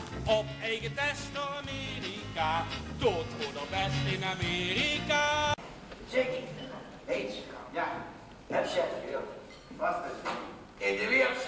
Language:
Limburgish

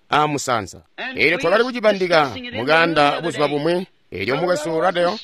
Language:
Tonga (Zambia)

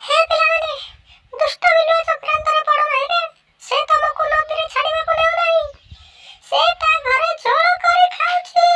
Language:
Odia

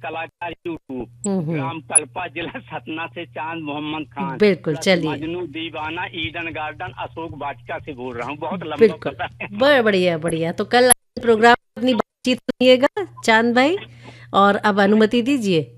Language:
Hindi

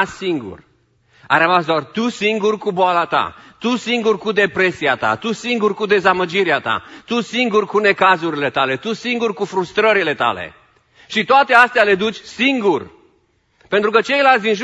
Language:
Romanian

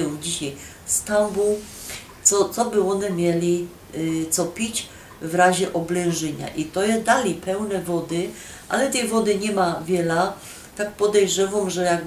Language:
Silesian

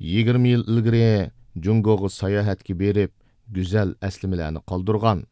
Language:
Uyghur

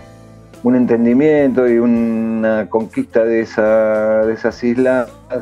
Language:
Spanish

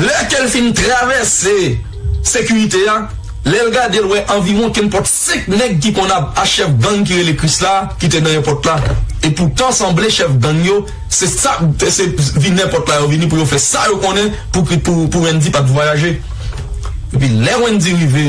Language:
Haitian Creole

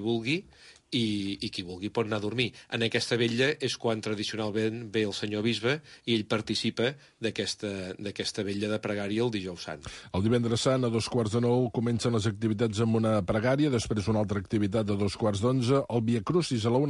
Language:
Catalan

